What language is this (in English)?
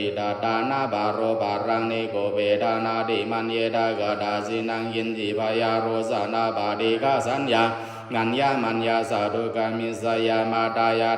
Pali